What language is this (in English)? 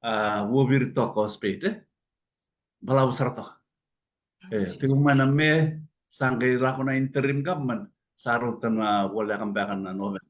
Fijian